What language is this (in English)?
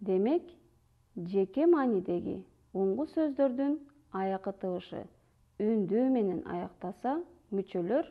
Kyrgyz